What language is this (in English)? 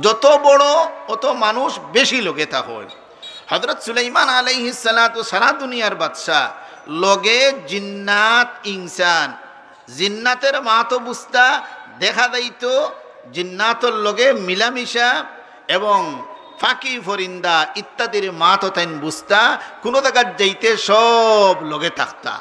Sylheti